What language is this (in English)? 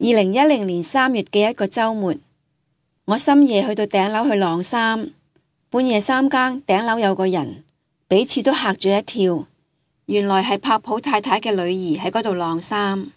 Cantonese